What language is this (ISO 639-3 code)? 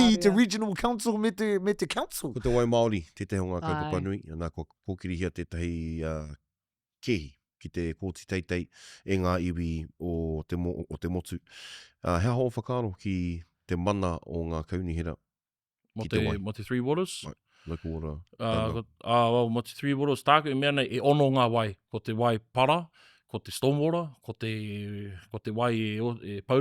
mri